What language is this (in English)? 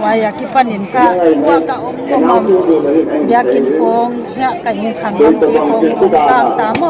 Paite Chin